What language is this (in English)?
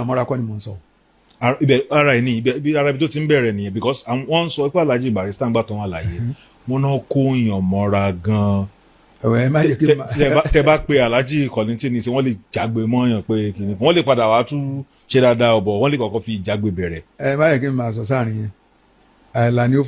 Yoruba